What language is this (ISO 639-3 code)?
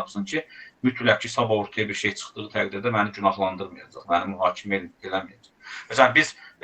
aze